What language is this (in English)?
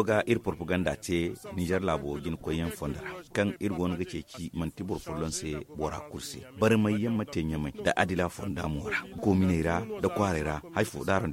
Zarma